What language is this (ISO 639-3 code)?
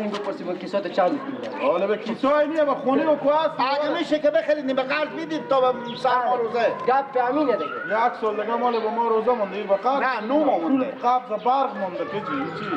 fas